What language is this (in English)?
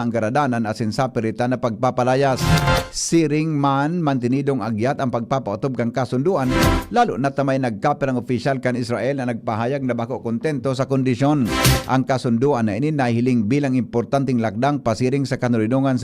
Bikol